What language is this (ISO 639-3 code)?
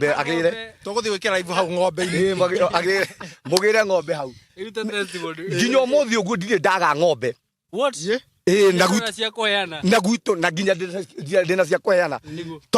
kik